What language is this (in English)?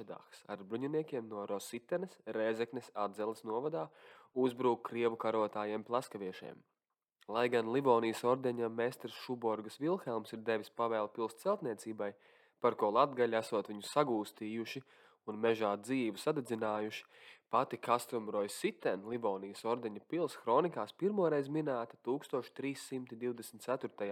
Latvian